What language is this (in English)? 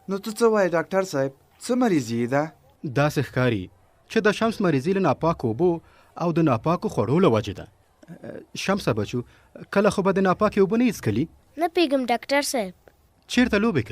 Pashto